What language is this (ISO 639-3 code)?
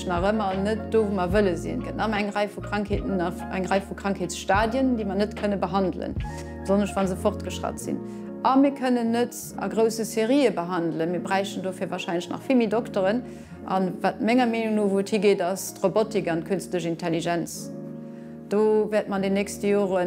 ltz